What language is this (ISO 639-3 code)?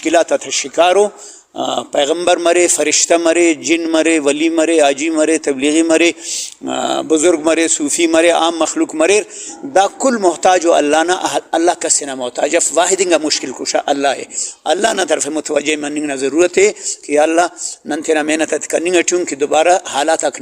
brh